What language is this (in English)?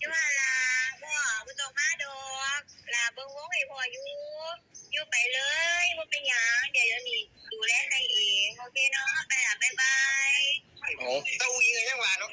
Northeastern Thai